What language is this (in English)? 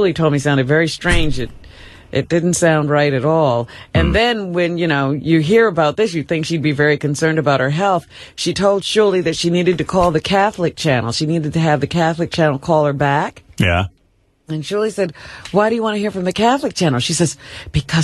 English